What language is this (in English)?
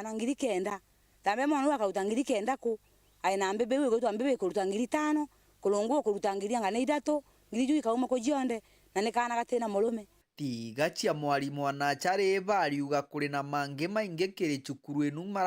Meru